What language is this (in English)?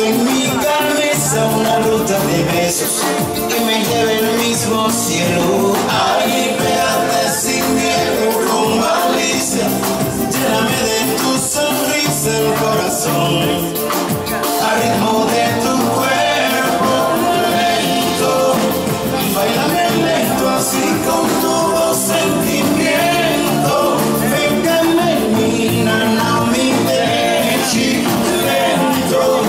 Italian